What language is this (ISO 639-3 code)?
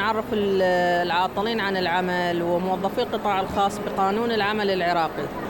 acm